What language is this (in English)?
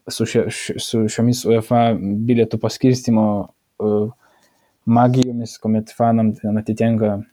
Lithuanian